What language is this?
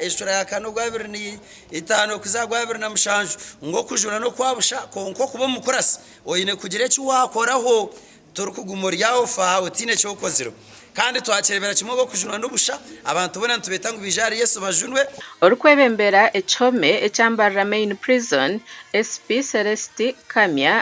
Nyankole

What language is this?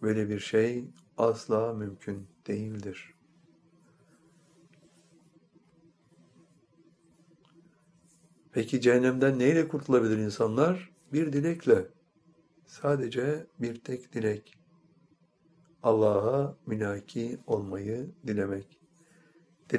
Turkish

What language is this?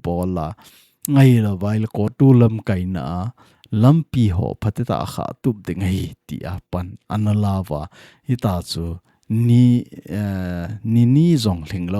Thado Chin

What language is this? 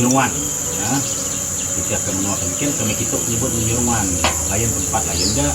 Iban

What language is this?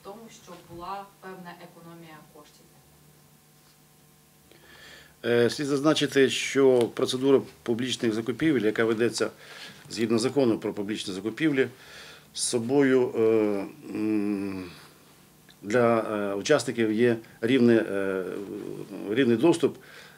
Ukrainian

